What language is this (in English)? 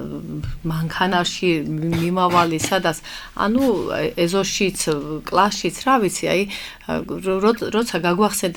Georgian